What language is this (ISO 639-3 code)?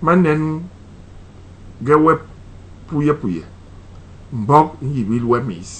bas